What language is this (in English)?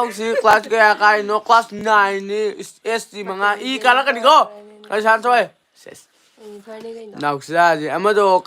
Manipuri